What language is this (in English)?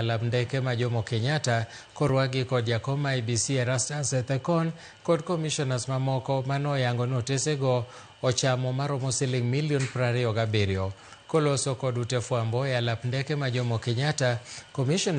Luo (Kenya and Tanzania)